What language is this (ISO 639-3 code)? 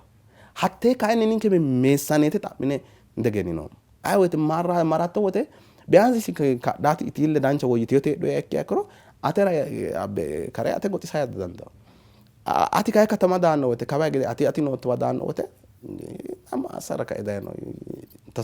sid